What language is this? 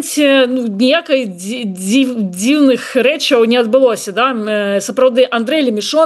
Belarusian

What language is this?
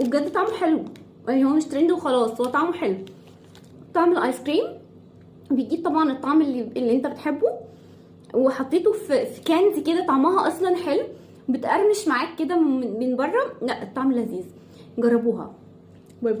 Egyptian Arabic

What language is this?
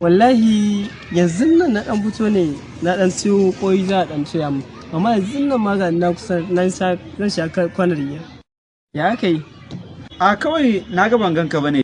Hausa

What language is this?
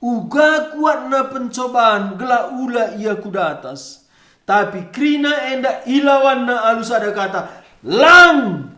Batak Karo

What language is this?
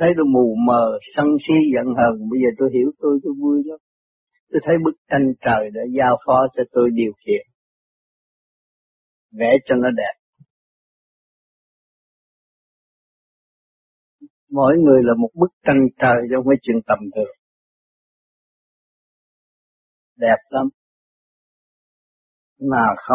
Vietnamese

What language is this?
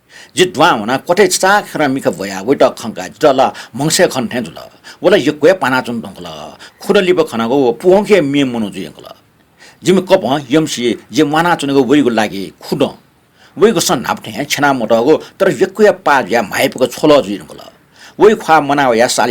Newari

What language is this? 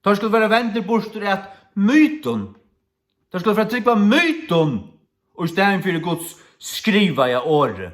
Faroese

